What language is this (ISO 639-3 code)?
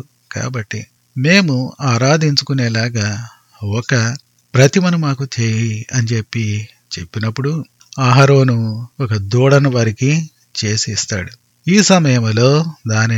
tel